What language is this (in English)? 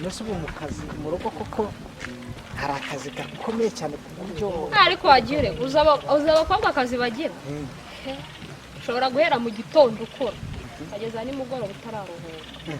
Kinyarwanda